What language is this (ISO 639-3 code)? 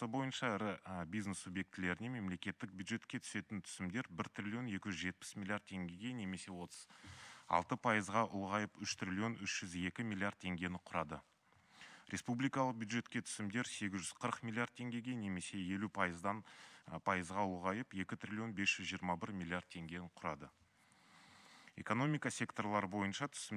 kaz